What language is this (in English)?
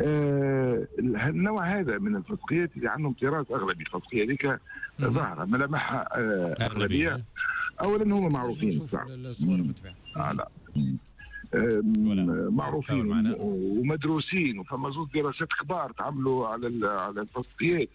Tunisian Arabic